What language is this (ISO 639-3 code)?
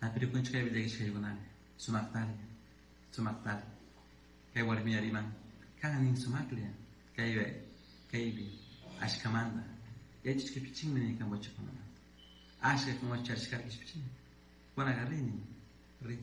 qug